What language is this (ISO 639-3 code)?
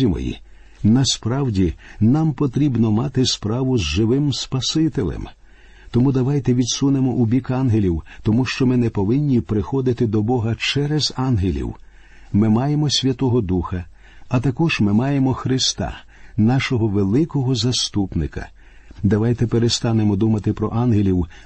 ukr